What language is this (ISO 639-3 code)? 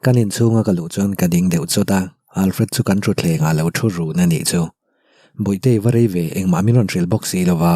lus